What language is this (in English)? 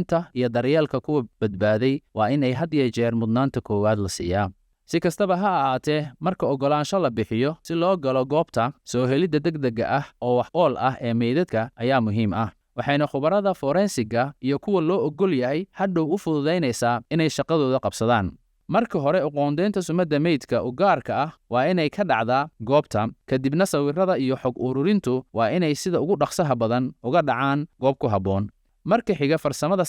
Somali